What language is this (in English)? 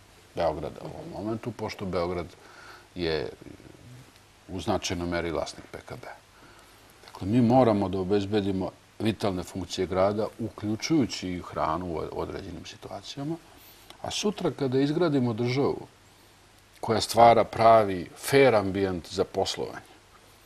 Serbian